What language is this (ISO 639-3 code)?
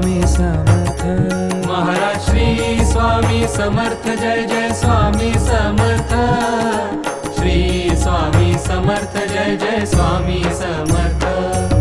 mar